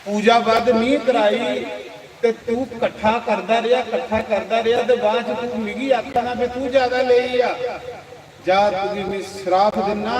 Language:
Dogri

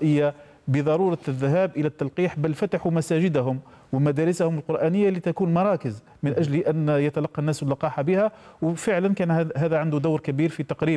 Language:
Arabic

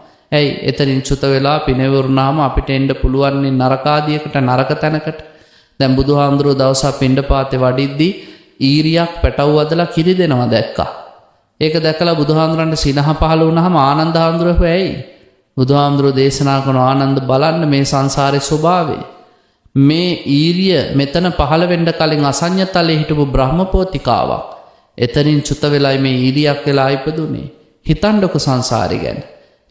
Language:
Sinhala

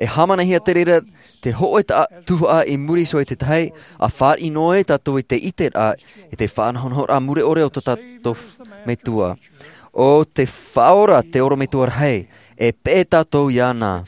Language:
Tahitian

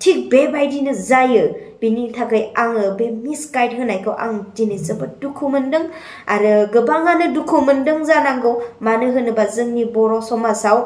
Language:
Bodo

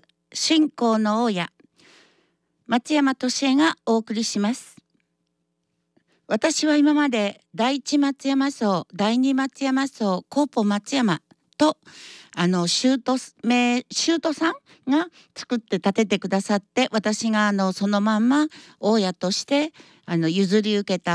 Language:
Japanese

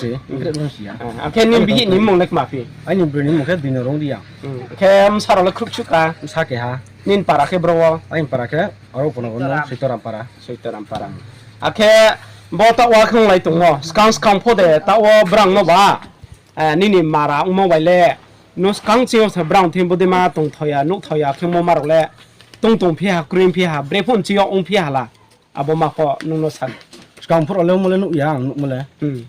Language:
Riang (India)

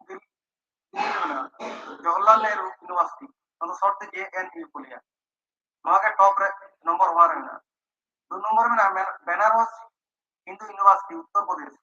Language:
Santali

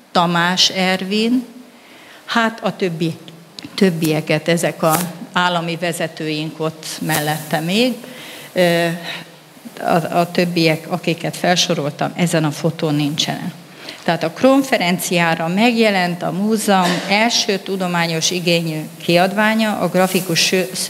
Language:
Hungarian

